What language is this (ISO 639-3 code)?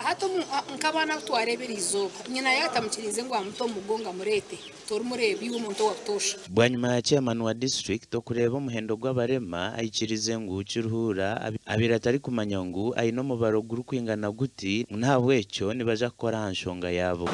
nyn